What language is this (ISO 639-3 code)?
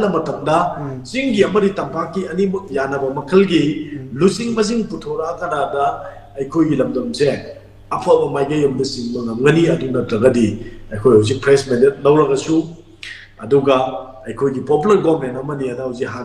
mni